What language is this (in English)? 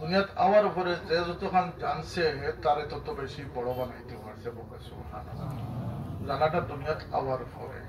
Sylheti